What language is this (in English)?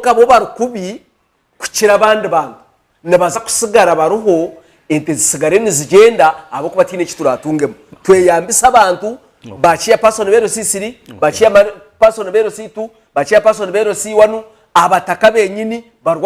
Nyankole